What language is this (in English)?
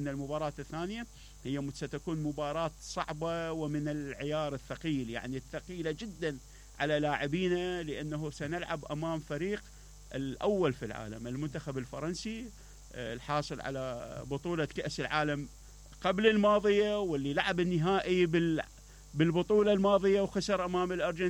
Mesopotamian Arabic